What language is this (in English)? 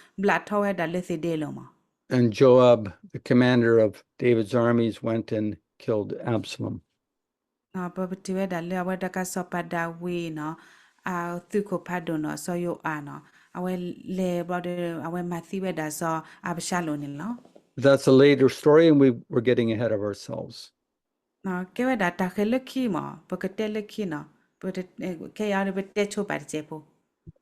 S'gaw Karen